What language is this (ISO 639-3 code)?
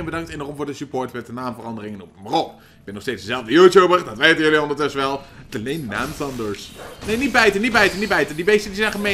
nld